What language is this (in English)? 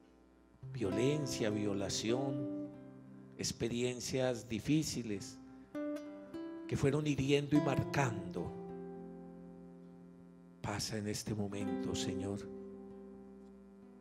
Spanish